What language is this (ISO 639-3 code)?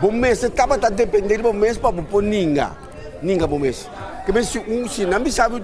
pap